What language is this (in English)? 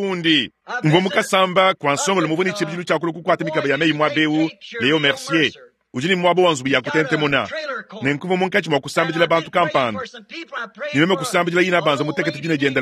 Luba-Lulua